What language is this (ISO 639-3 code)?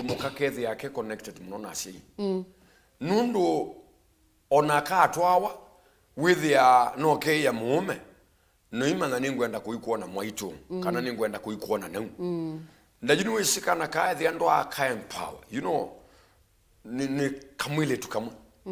kam